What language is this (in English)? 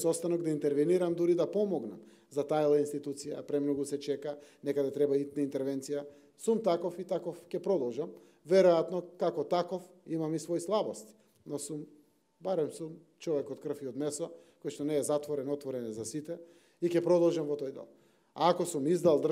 Macedonian